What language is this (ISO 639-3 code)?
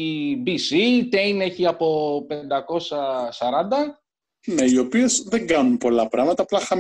ell